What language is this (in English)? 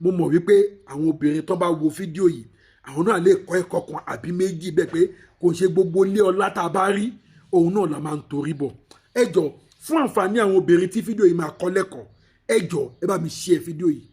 Yoruba